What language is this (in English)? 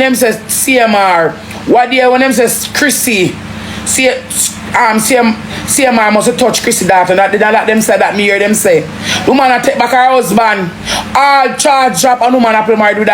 Jamaican Creole English